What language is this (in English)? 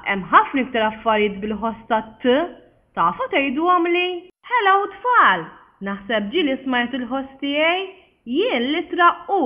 Maltese